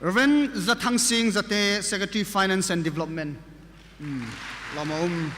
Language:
Hmar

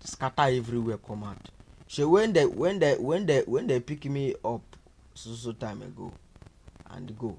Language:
Nigerian Pidgin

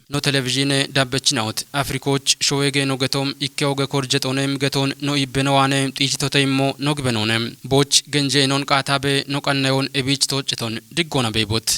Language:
Kafa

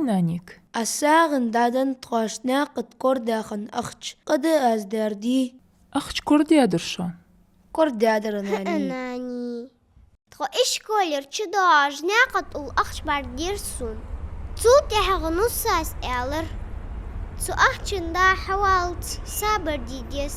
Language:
Ingush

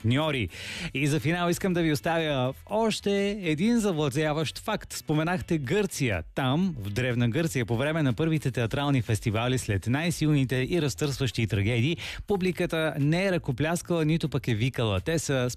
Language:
Bulgarian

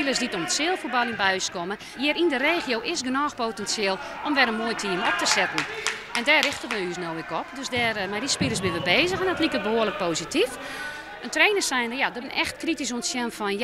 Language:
Western Frisian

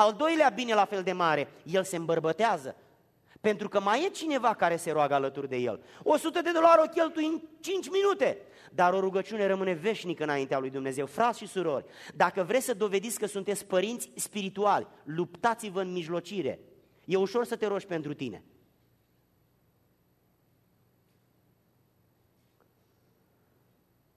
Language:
Romanian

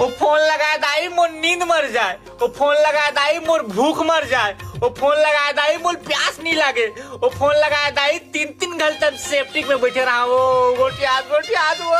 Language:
Chhattisgarhi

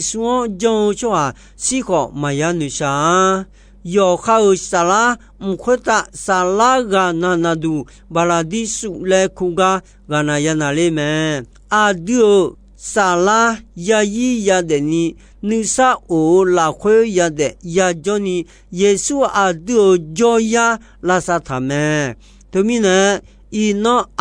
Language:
Akha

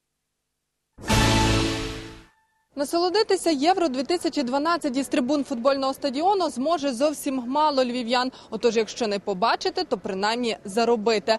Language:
Ukrainian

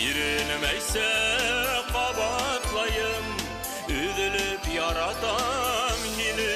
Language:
Bashkir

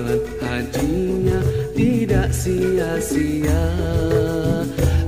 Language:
Malay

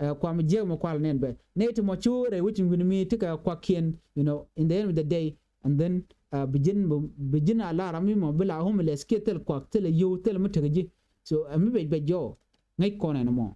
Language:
Nuer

